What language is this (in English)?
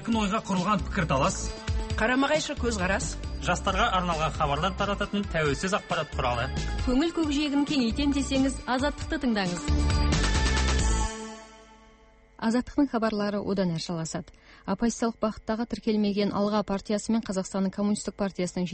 Kazakh